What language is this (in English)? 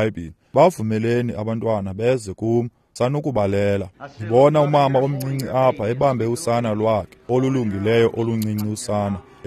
Xhosa